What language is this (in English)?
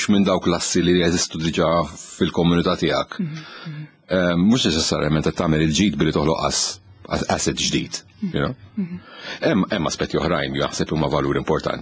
Maltese